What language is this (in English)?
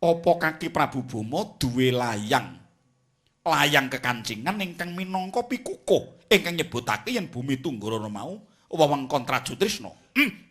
Javanese